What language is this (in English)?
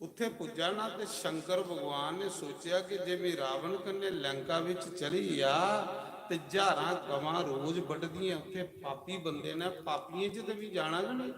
Dogri